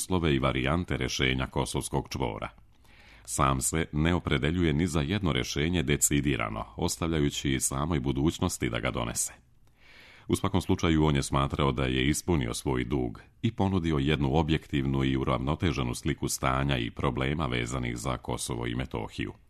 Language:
Serbian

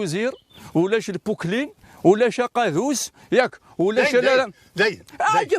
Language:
Kabyle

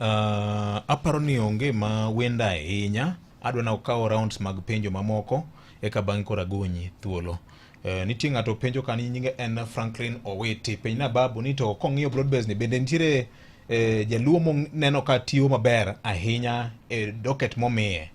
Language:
Luo (Kenya and Tanzania)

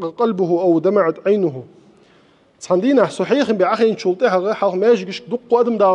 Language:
Ingush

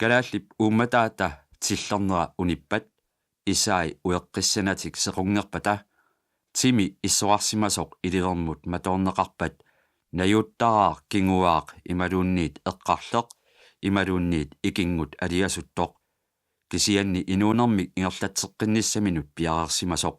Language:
Kalaallisut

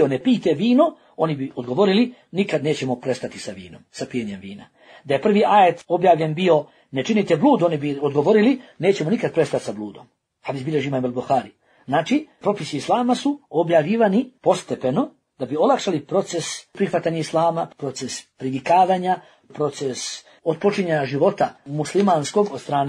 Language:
Bosnian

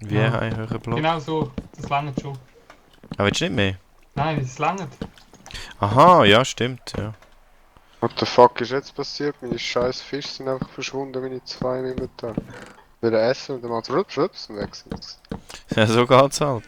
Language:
Swiss German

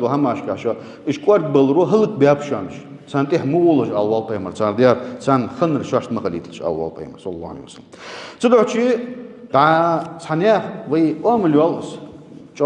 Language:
Ingush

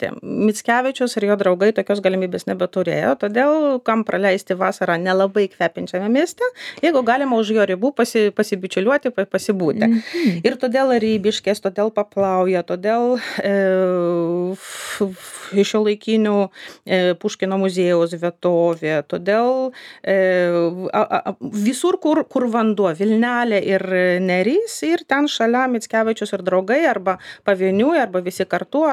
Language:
Lithuanian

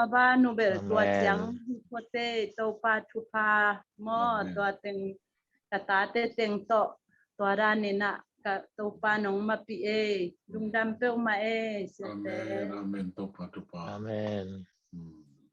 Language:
Tedim Chin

